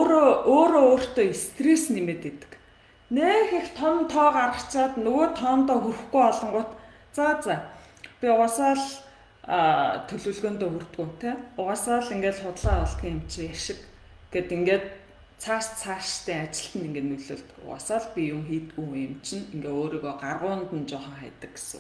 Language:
Mongolian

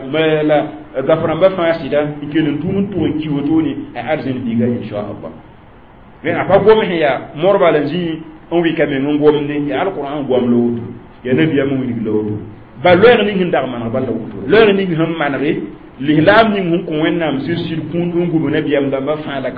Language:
Mossi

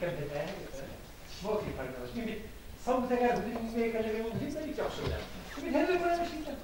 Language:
Bashkir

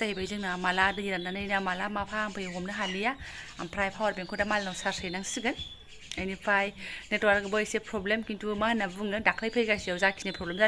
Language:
Bodo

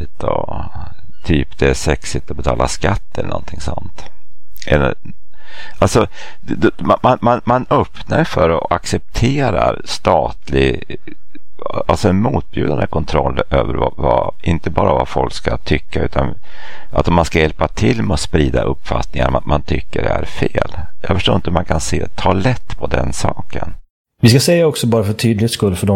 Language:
Swedish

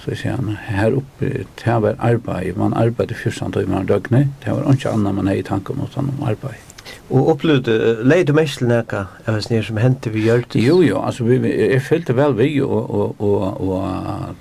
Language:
Faroese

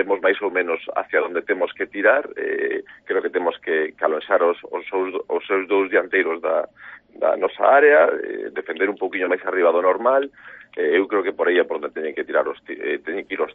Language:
Galician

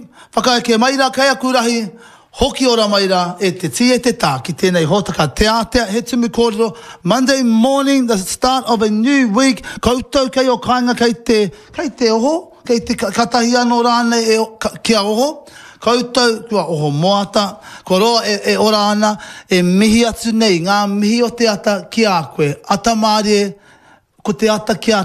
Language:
Māori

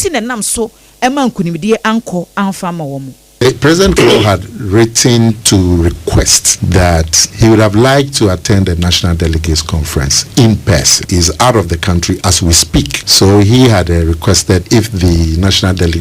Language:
Akan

